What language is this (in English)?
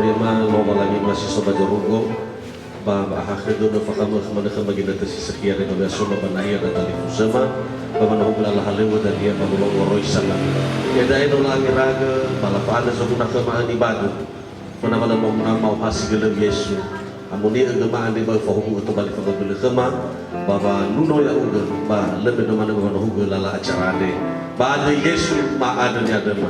Nias